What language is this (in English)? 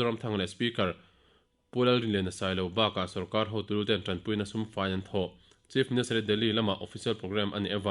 Mizo